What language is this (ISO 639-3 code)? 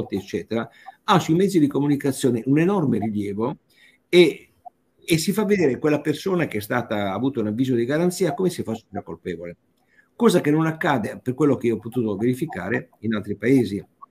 ita